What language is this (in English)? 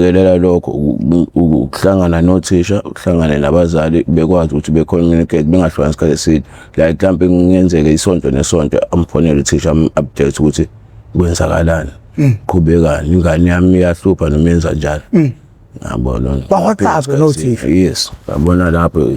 Zulu